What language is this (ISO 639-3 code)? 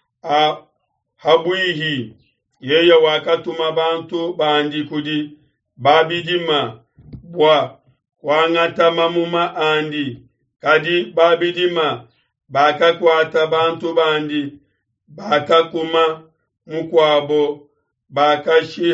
lua